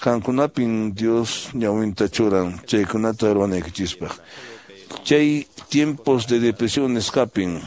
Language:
Quechua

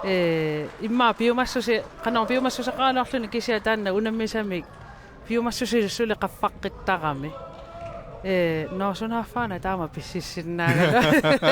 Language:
Kalaallisut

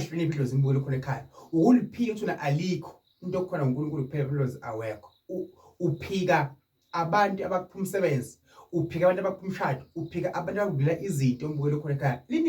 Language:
Zulu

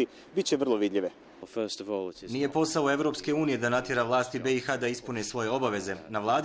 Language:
Bosnian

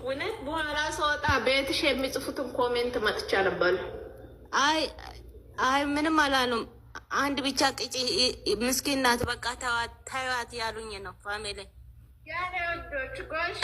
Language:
Amharic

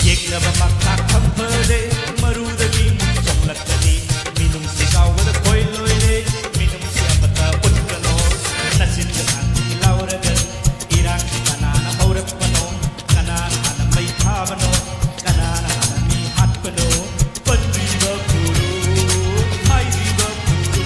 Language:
Manipuri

